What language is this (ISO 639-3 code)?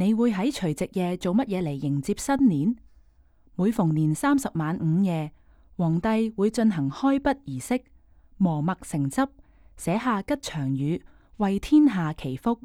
yue